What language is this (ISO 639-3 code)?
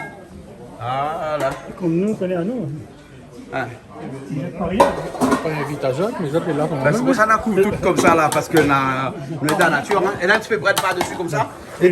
rcf